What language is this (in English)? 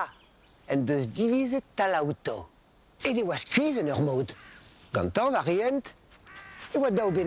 Breton